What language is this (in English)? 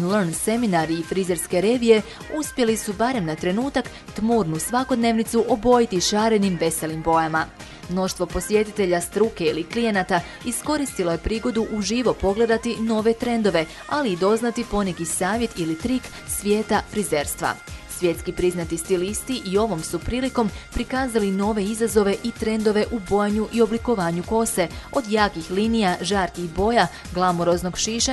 Croatian